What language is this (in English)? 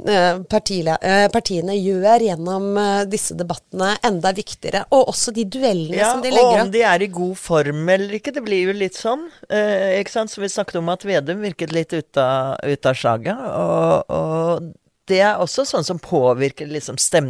Norwegian